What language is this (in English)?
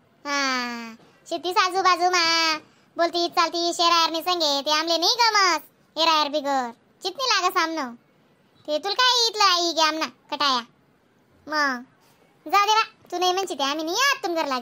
Khandesi